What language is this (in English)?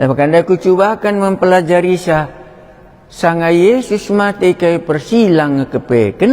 Batak Karo